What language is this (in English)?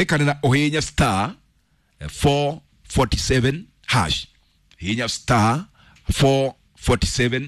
Kikuyu